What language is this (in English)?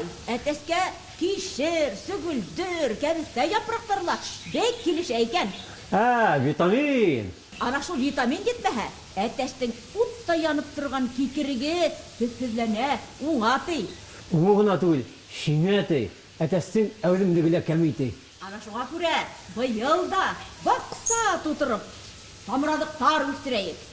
Bashkir